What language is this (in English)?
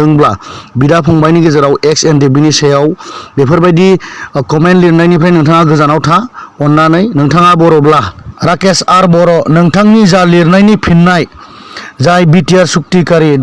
Bodo